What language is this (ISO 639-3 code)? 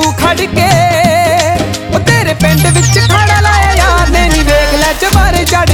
pan